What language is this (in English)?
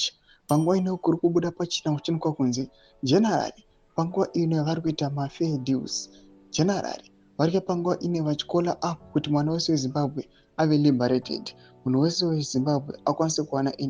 Shona